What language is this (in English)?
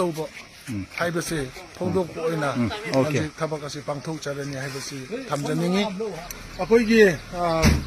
Manipuri